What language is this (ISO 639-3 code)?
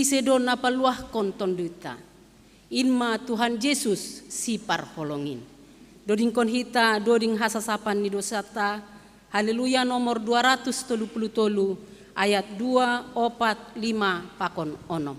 bts